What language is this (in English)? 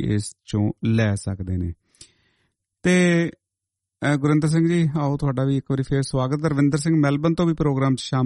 Punjabi